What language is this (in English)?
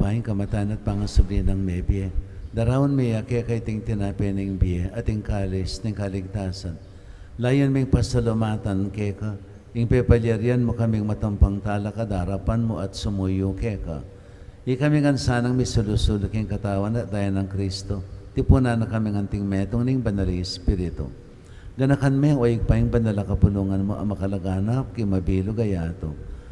Pampanga